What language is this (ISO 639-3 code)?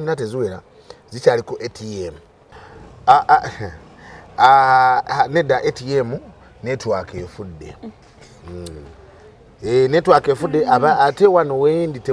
lug